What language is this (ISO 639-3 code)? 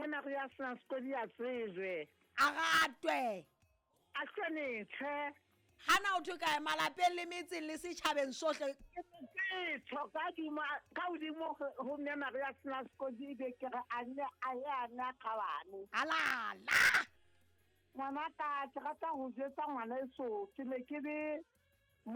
sot